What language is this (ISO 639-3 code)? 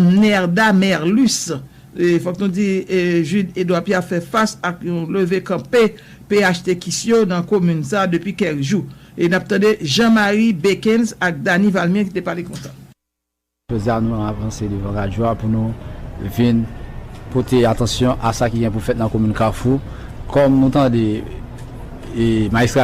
hat